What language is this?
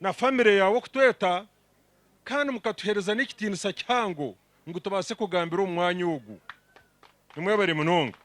Nyankole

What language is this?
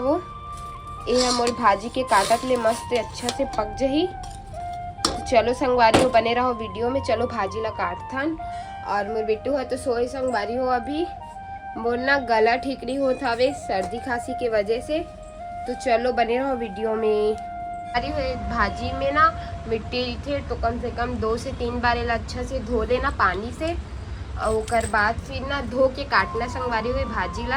Chhattisgarhi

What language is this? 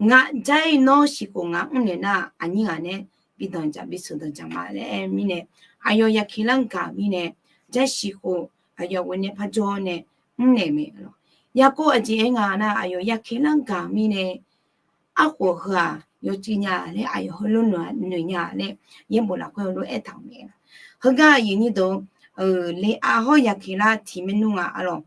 Akha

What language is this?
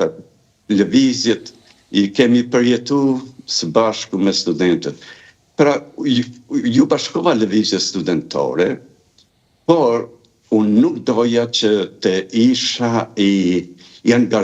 Albanian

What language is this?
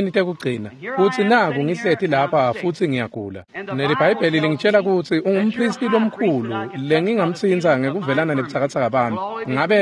Swati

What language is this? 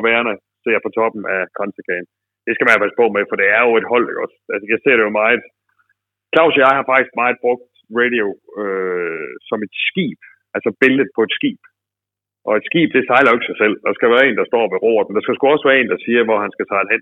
Danish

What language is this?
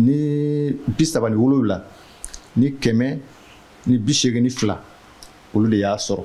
Bambara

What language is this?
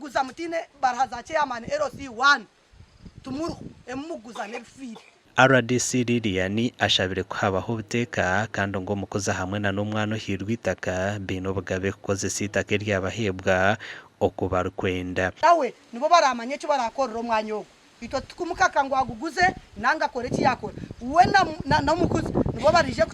Nyankole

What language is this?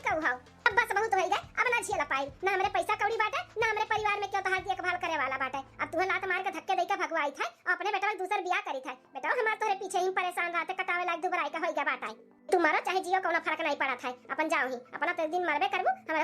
Awadhi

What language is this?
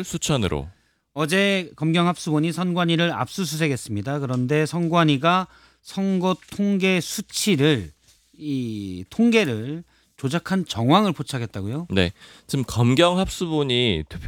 Korean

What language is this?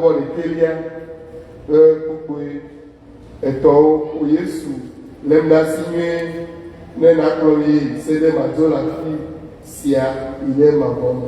Ewe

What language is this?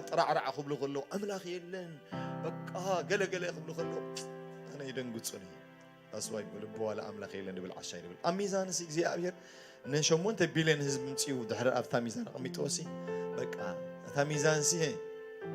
Tigrinya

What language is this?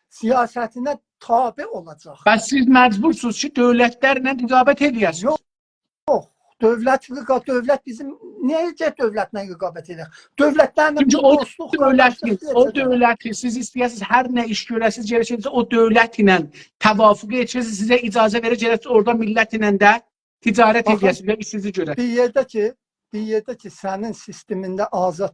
South Azerbaijani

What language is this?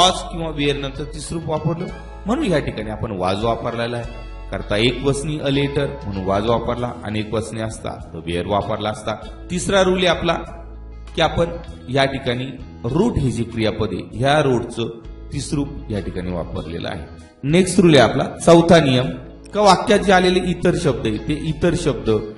Marathi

